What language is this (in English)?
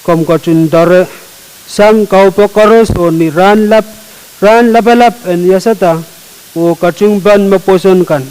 Pohnpeian